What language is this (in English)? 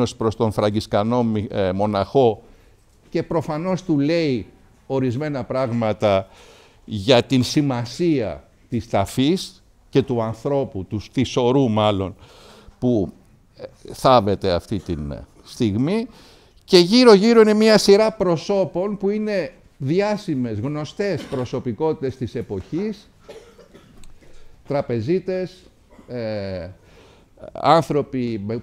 Greek